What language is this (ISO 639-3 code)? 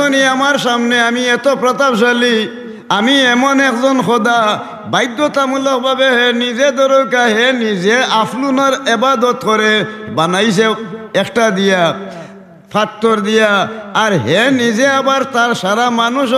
syl